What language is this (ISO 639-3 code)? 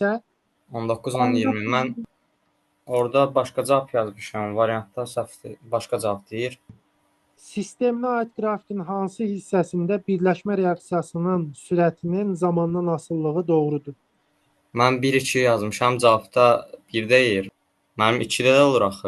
aze